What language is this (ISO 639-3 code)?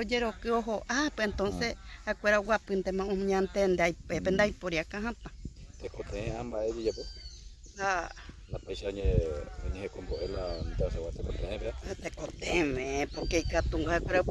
grn